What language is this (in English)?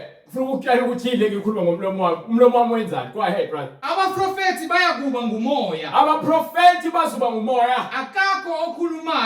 Zulu